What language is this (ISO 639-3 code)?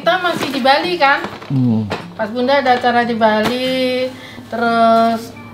ind